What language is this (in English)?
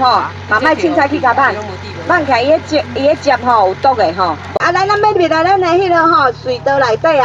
Min Nan Chinese